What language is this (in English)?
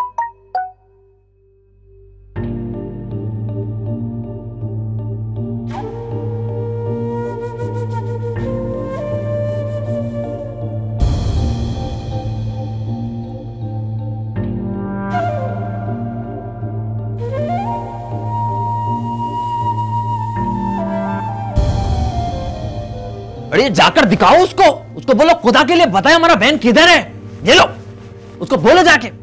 Hindi